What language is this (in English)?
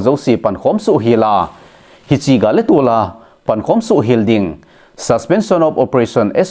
Thado Chin